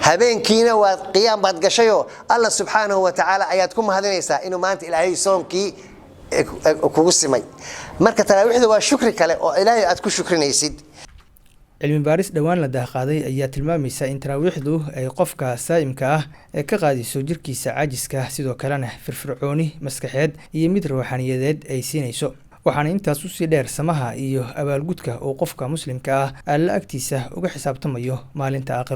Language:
Somali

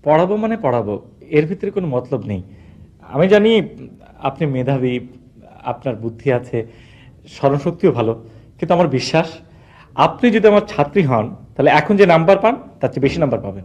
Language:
Bangla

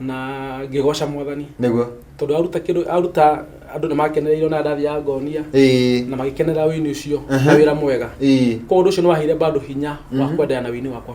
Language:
Kikuyu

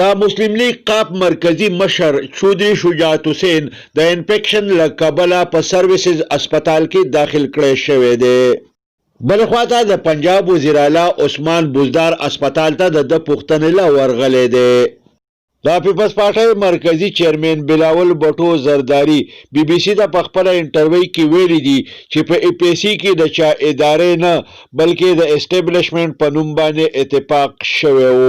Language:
Pashto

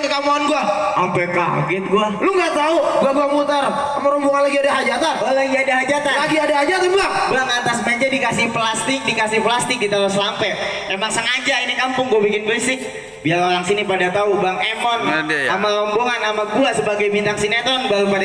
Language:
Betawi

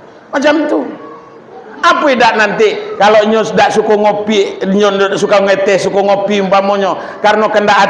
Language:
Minangkabau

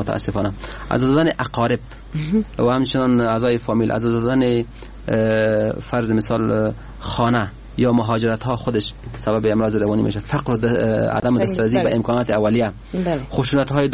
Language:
Persian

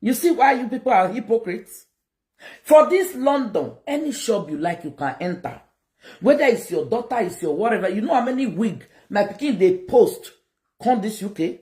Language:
Nigerian Pidgin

